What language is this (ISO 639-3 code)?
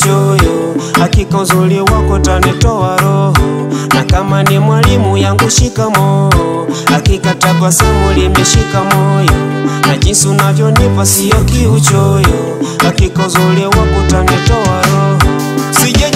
swa